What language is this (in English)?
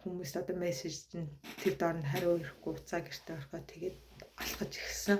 Mongolian